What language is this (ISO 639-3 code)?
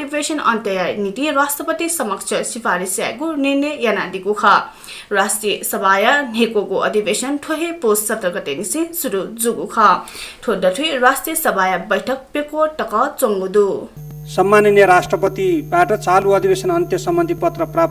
new